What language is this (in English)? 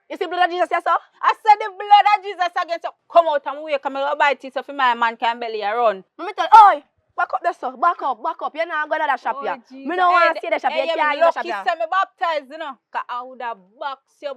Jamaican Creole English